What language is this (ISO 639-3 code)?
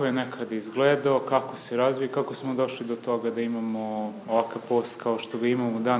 srp